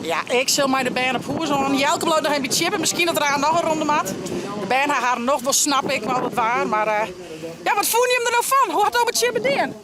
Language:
Western Frisian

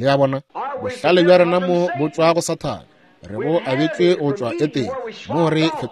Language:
Northern Sotho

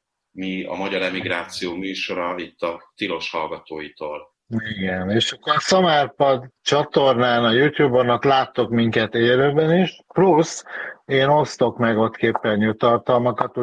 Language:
Hungarian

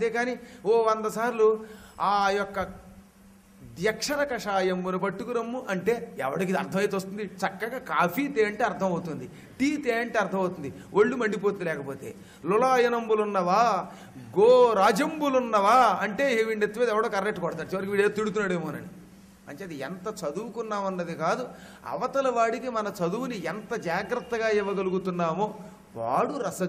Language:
Telugu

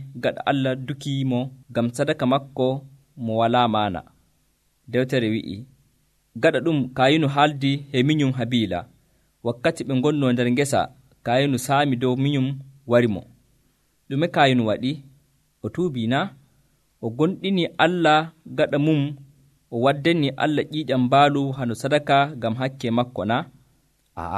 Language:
Nigerian Fulfulde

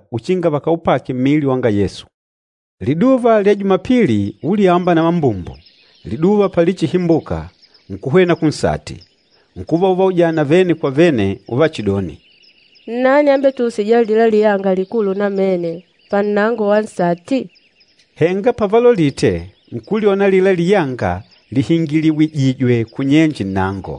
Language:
Makonde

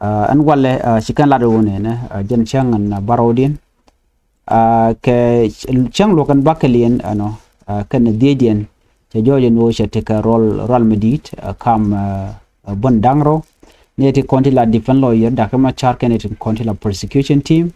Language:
Nuer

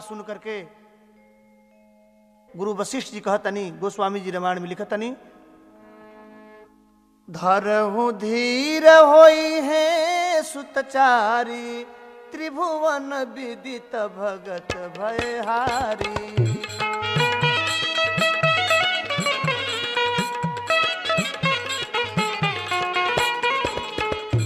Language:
Bhojpuri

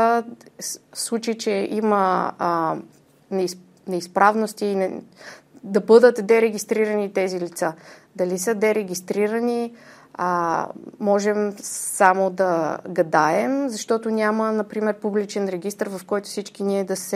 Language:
Bulgarian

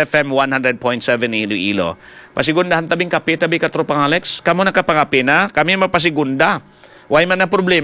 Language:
Hiligaynon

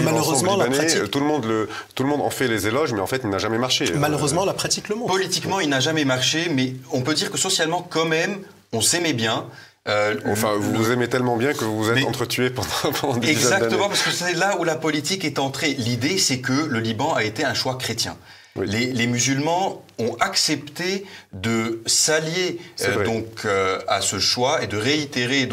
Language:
French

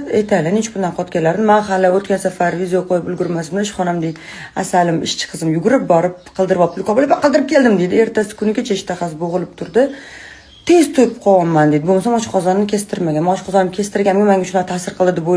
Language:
Uzbek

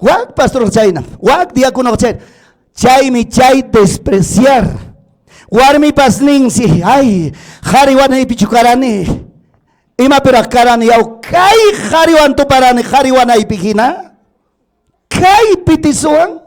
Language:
Ayacucho Quechua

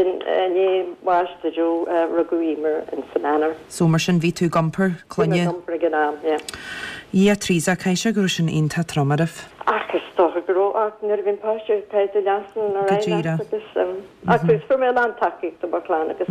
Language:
Irish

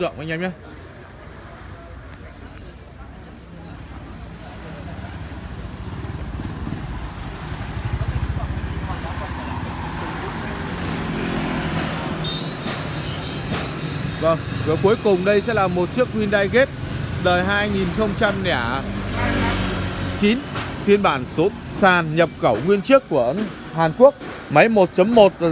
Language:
Vietnamese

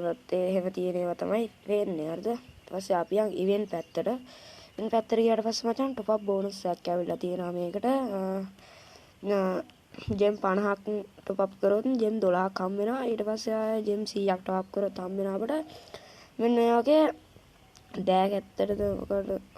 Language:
Sinhala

